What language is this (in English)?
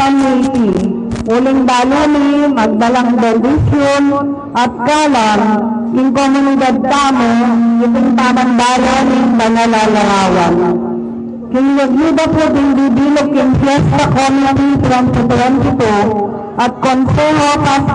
Pampanga